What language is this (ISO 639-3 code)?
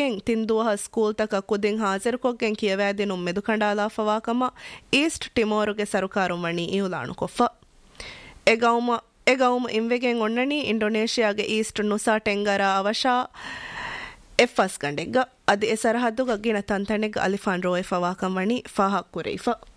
div